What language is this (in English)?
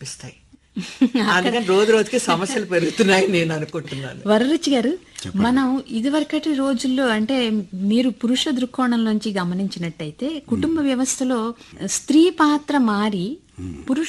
Telugu